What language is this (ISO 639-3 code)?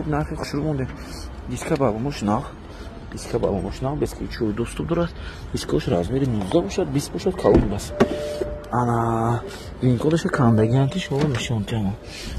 tgk